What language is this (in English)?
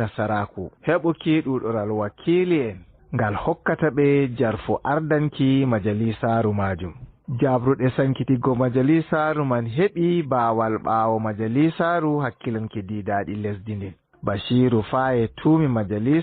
Fula